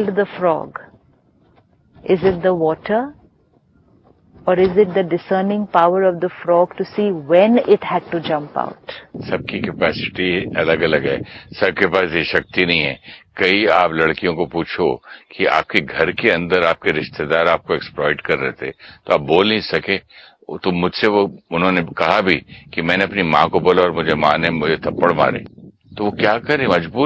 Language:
Hindi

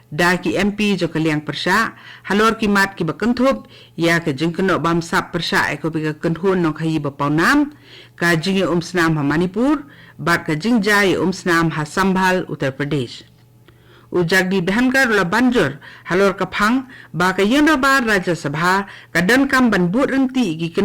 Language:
Khasi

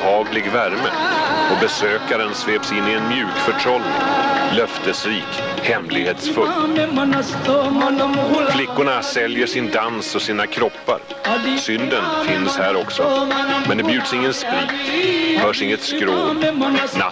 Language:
Swedish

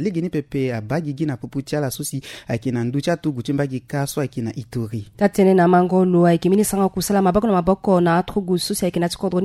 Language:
Sango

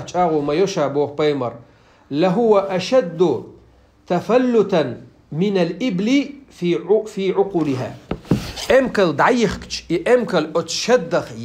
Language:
Chechen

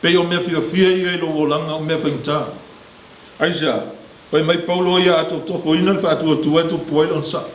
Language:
Samoan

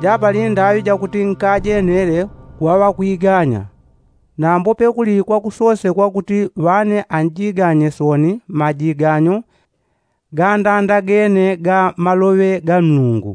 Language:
Yao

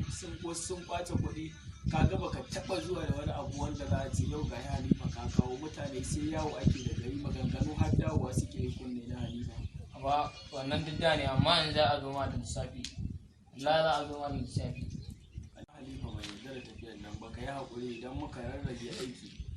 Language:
Hausa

